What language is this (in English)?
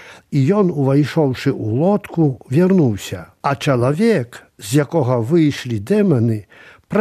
Belarusian